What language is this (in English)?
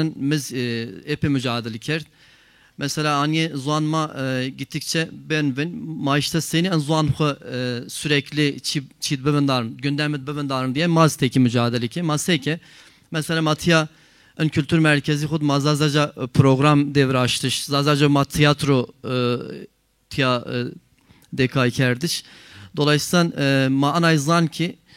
Zaza